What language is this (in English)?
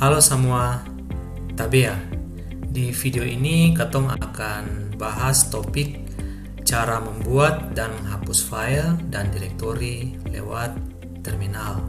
Ambonese Malay